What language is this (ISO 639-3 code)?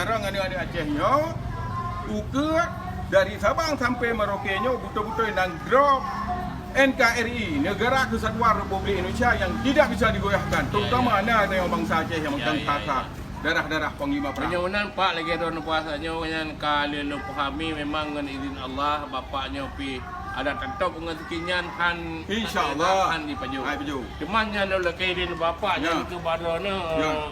ace